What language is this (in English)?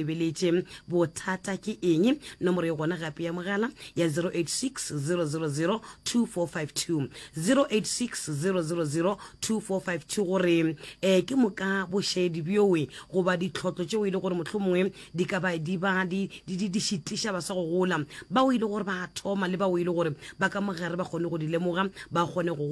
Northern Sotho